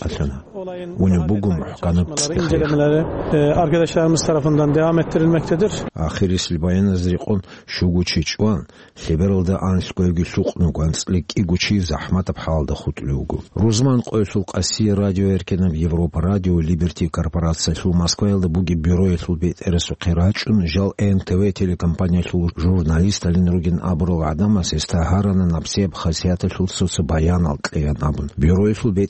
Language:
Avaric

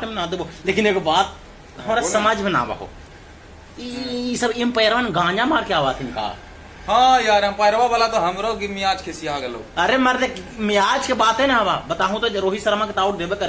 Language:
Magahi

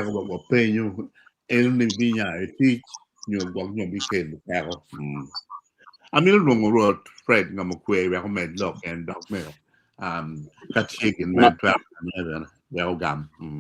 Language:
Acoli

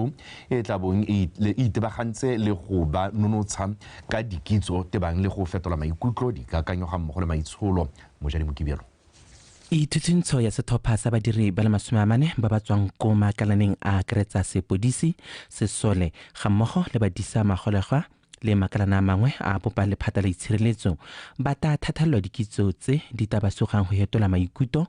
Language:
Tswana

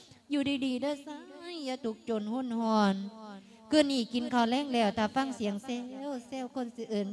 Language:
Lao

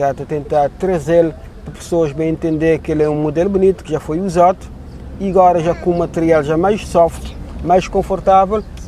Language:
Kabuverdianu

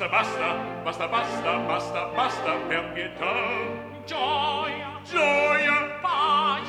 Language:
Italian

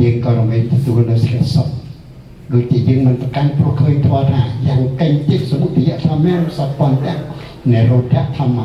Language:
Khmer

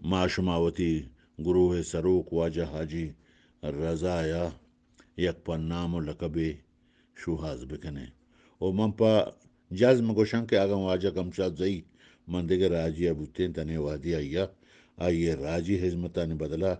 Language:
Eastern Balochi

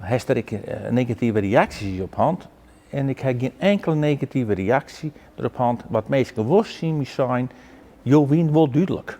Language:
Western Frisian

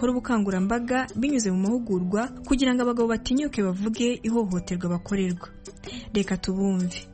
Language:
Kinyarwanda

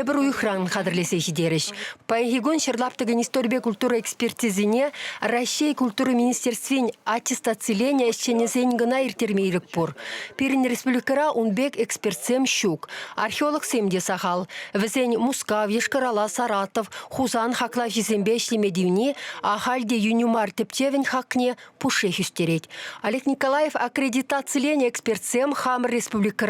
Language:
Chuvash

